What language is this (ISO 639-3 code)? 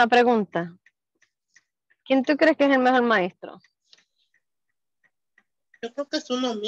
spa